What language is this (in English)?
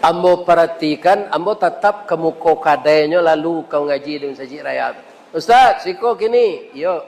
Minangkabau